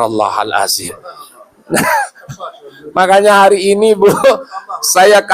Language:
Sasak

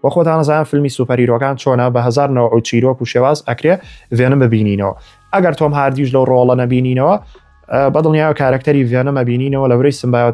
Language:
Central Kurdish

